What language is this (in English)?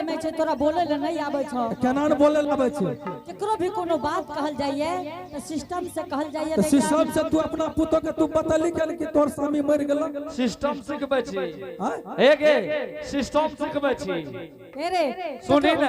Angika